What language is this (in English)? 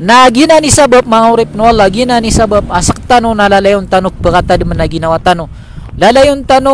Maranao